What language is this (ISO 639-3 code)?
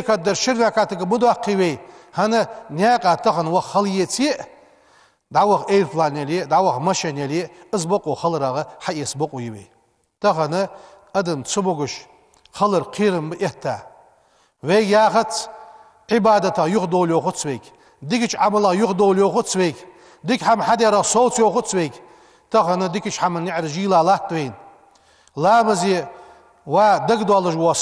inh